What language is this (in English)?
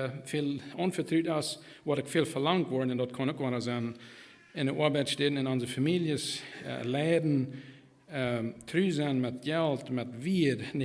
Plautdietsch